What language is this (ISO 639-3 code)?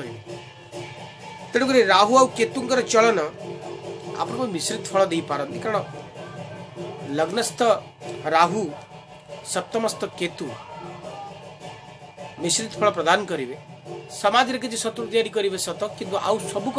ori